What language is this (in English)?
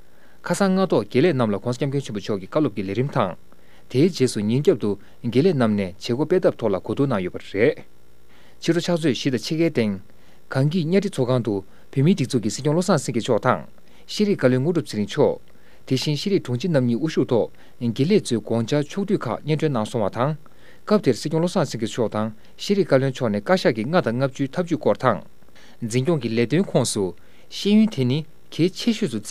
Tibetan